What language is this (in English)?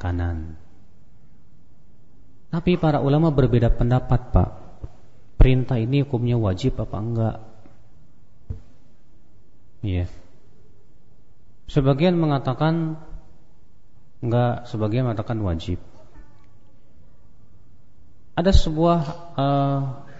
Indonesian